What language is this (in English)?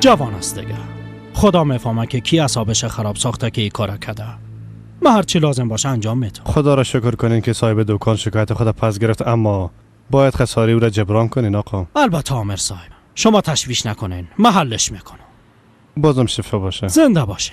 Persian